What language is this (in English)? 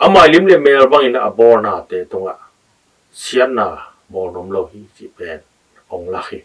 Tedim Chin